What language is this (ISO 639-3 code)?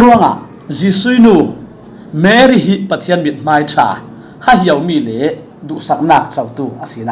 cfm